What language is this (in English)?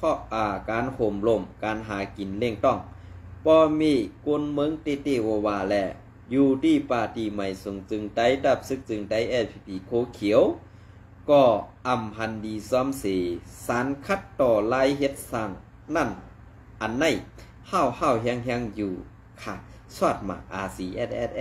Shan